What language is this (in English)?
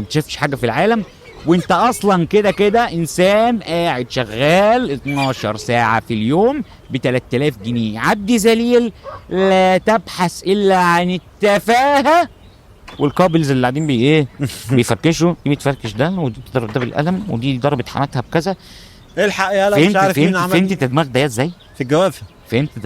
Egyptian Arabic